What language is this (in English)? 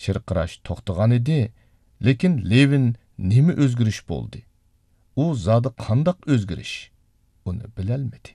Uyghur